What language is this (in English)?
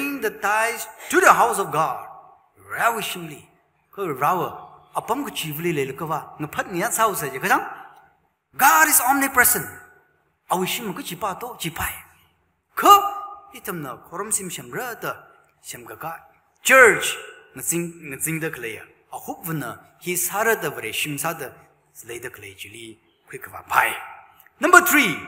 Tangkhul Naga (India)